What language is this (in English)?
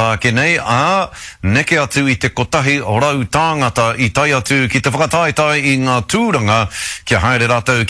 Māori